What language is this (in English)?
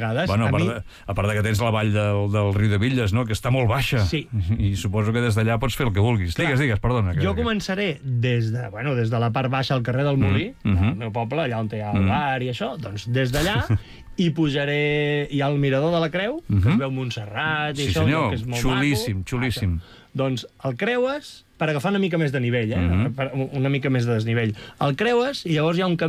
Catalan